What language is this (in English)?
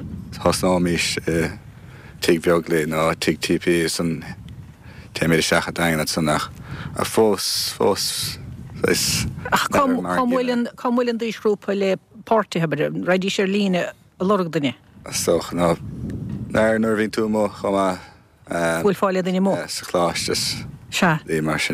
Irish